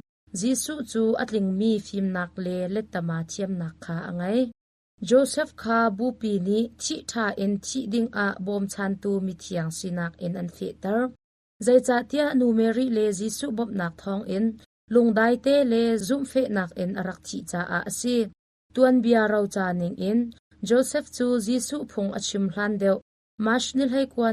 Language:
Hakha Chin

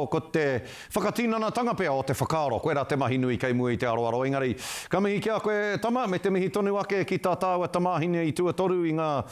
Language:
Māori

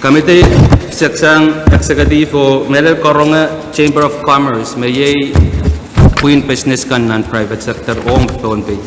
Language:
Pohnpeian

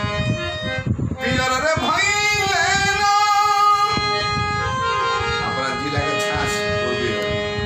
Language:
Bhojpuri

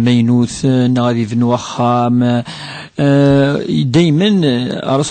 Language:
Kabyle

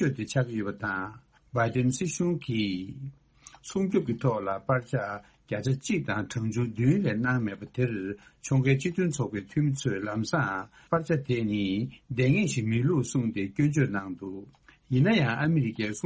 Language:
Tibetan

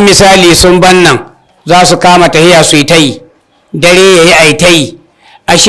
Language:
Hausa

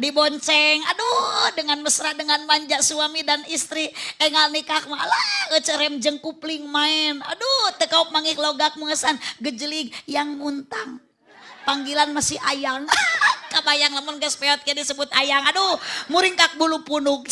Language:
Sundanese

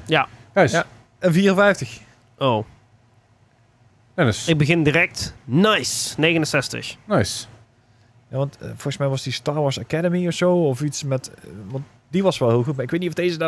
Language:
Dutch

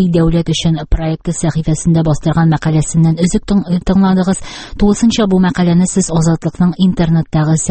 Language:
Tatar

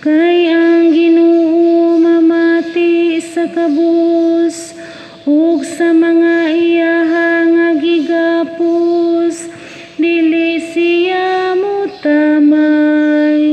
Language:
Cebuano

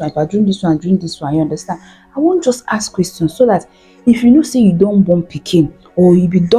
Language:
Nigerian Pidgin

